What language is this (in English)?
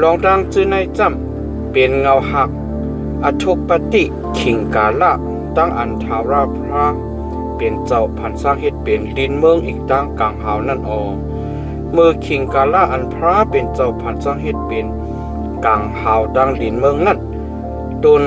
Shan